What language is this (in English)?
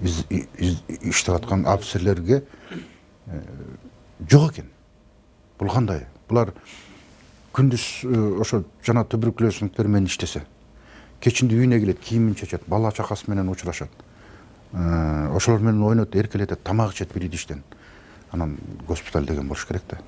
Kyrgyz